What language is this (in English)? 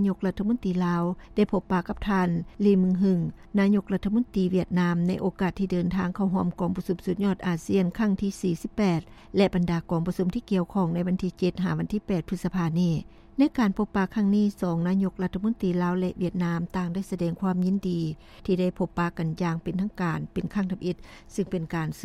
Lao